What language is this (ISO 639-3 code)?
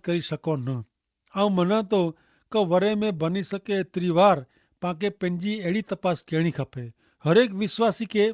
kfr